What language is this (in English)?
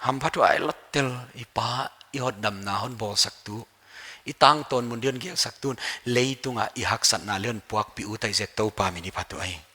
Paite Chin